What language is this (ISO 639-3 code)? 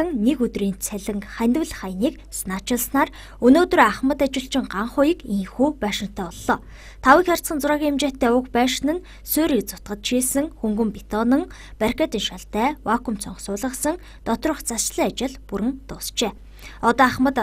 mon